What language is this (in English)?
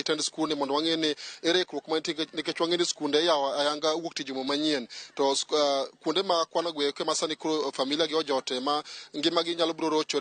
Luo (Kenya and Tanzania)